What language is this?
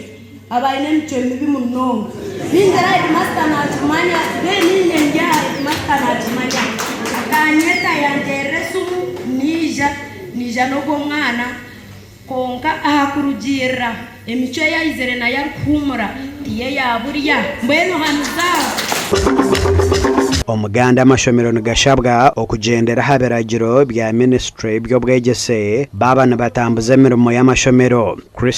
Nyankole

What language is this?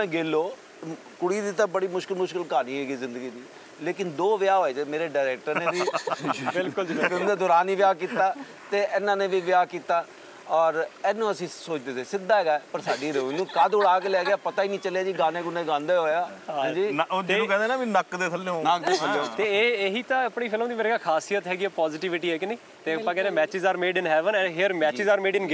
Punjabi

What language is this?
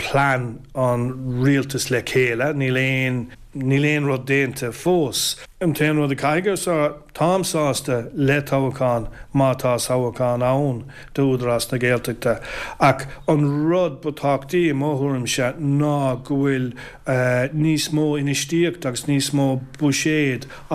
Irish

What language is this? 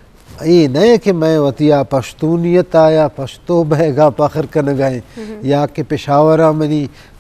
Eastern Balochi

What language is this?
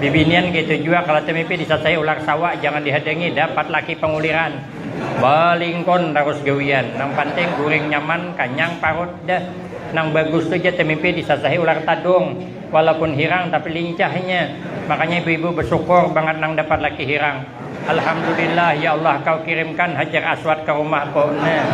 Banjar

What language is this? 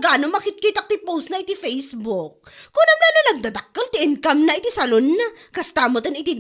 Iloko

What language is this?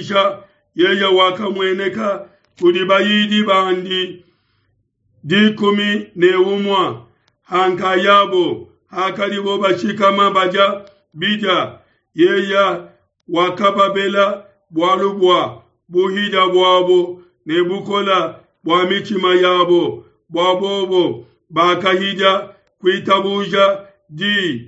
Luba-Lulua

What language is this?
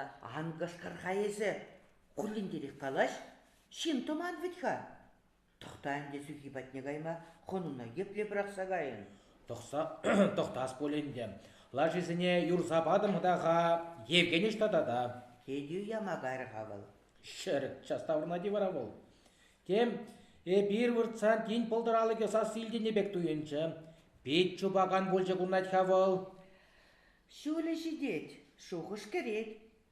Chuvash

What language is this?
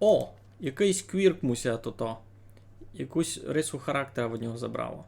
Rusyn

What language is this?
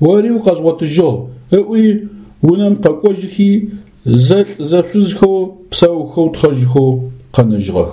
Adyghe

